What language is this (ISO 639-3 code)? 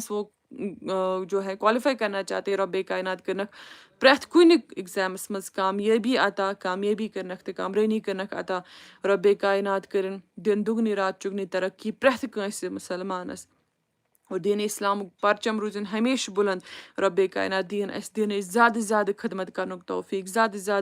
kas